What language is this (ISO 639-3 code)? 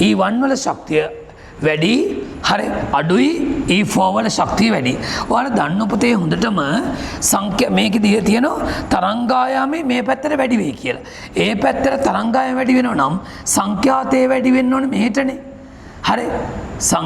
sin